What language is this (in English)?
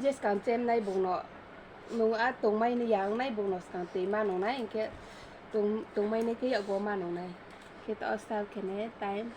Riang (India)